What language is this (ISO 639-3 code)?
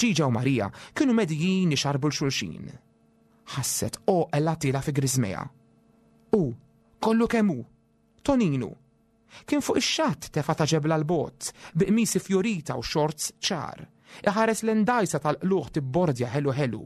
mlt